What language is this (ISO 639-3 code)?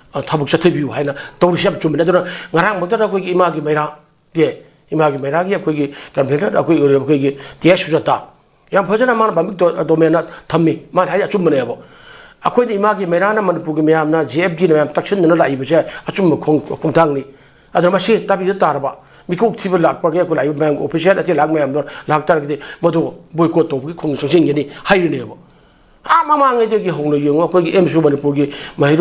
mni